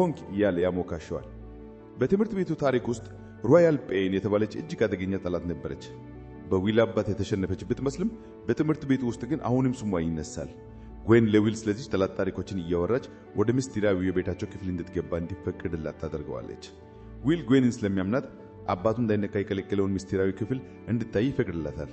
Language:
Amharic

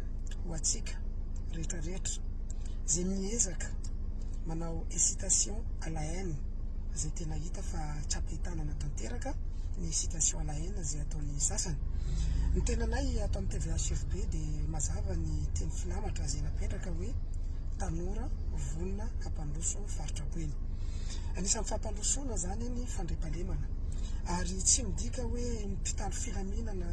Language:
Malagasy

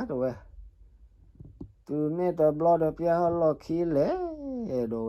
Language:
S'gaw Karen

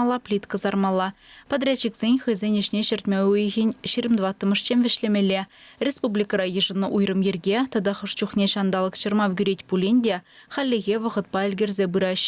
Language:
Chuvash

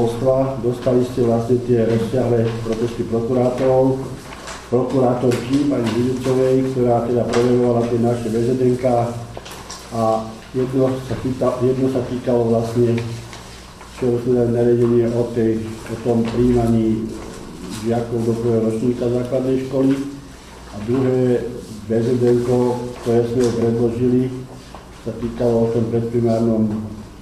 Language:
Slovak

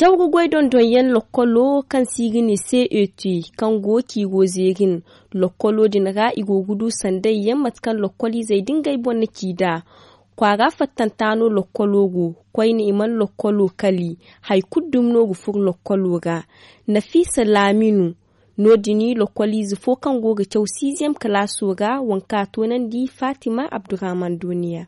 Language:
Zarma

